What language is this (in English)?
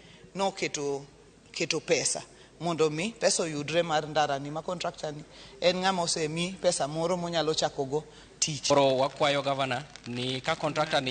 Luo (Kenya and Tanzania)